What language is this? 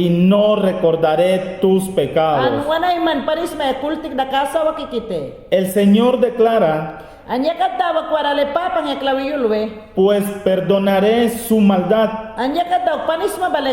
Mayangna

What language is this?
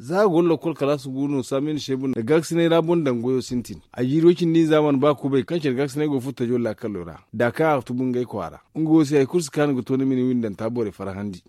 Zarma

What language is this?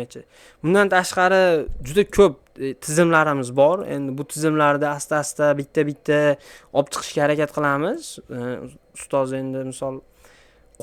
Uzbek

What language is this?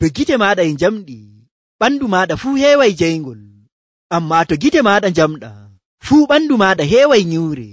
Nigerian Fulfulde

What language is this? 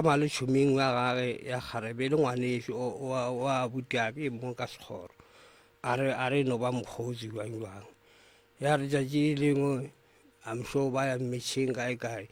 Northern Sotho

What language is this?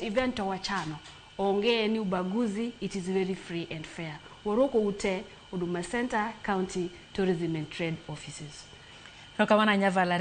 Luo (Kenya and Tanzania)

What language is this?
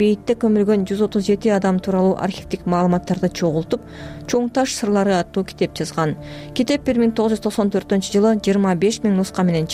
Kyrgyz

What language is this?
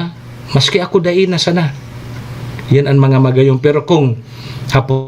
Bikol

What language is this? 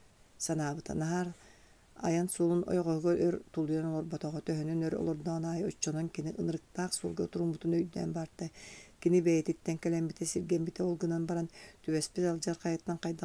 Yakut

